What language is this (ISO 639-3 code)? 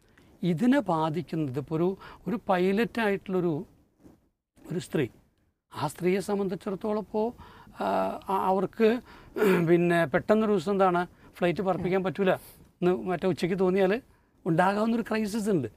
mal